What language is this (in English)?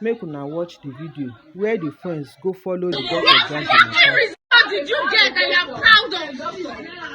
Nigerian Pidgin